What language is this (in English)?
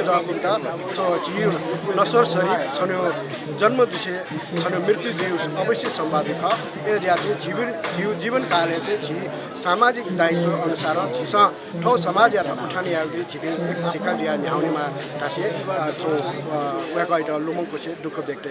Newari